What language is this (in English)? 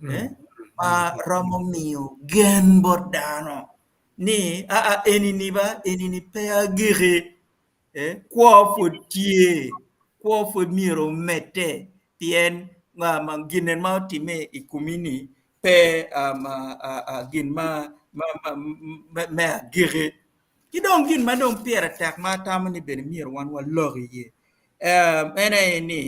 Acoli